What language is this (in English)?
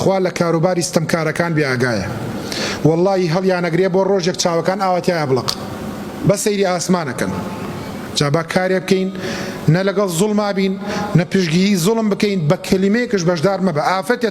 Central Kurdish